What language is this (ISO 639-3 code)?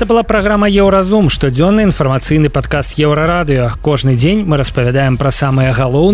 bel